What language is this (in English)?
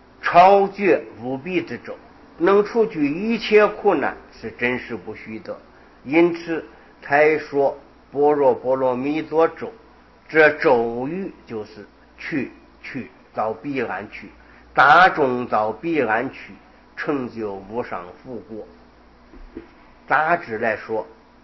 Chinese